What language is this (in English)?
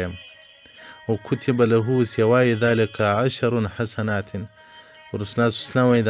Pashto